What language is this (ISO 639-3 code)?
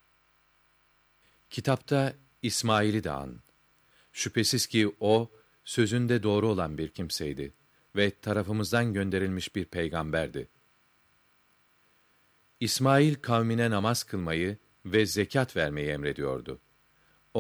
tur